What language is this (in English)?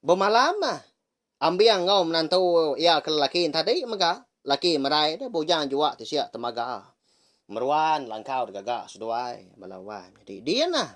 Iban